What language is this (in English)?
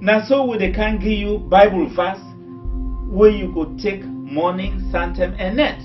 Krio